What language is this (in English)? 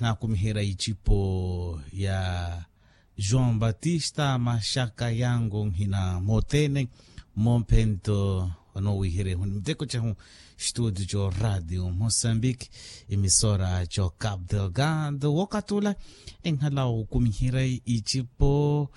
Makhuwa